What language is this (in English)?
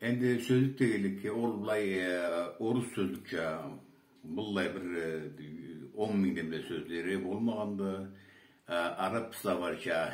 Karachay-Balkar